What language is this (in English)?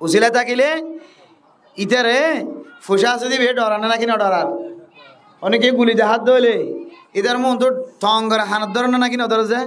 Rohingya